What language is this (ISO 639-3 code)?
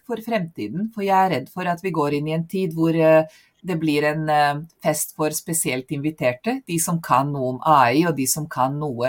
nor